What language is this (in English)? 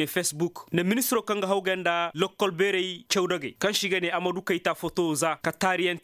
Koyraboro Senni